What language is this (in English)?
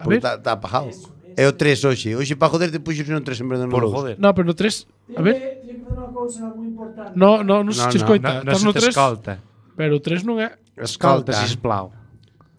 Galician